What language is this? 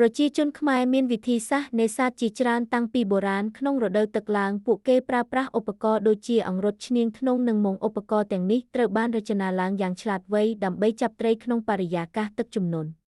Khmer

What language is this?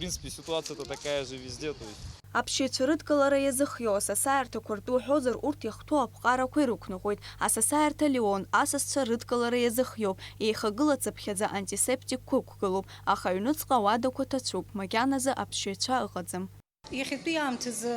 Abkhazian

